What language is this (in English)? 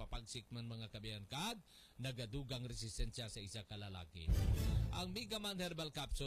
Hiligaynon